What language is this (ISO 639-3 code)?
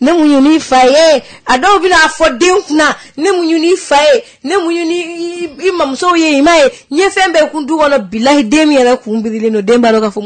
bam